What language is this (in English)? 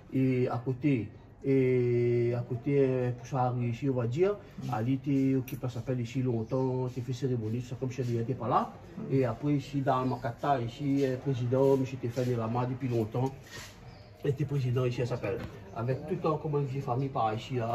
Réunion Creole French